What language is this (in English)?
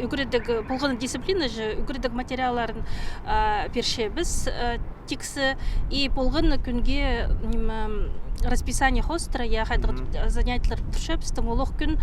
Khakas